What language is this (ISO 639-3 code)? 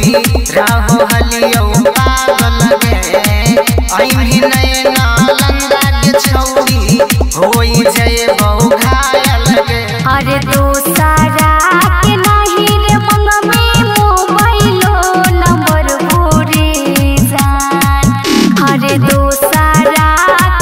mag